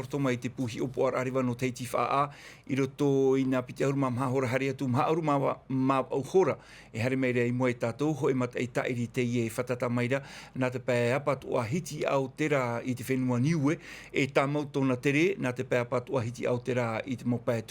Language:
Tahitian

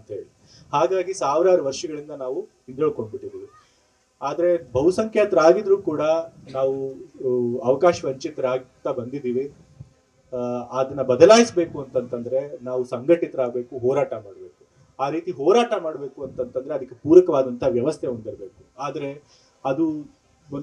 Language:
Kannada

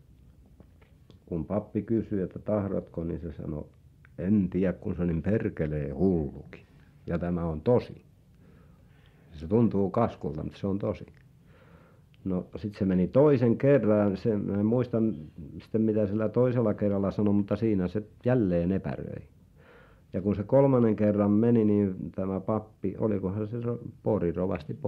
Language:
Finnish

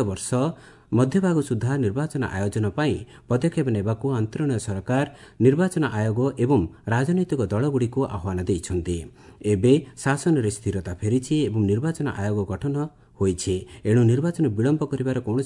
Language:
Odia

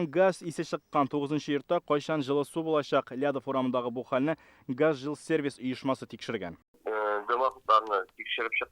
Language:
Tatar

